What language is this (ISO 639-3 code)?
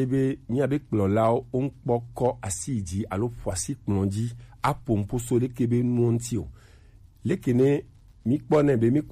gej